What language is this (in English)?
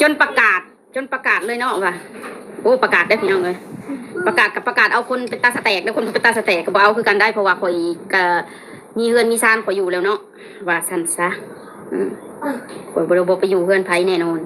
Northeastern Thai